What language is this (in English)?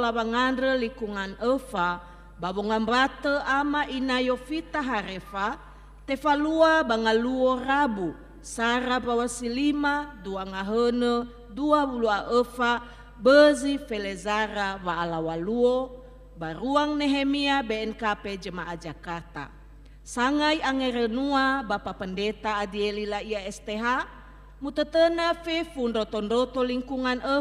Nias